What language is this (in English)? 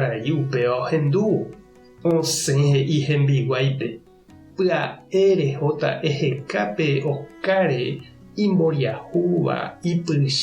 Guarani